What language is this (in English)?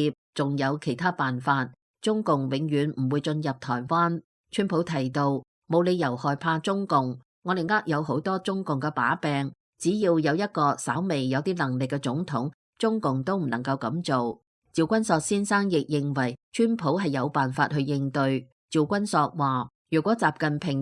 Cantonese